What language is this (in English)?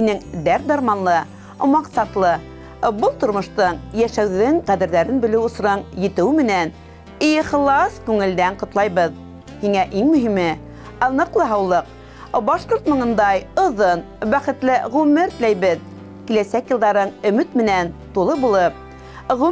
Bashkir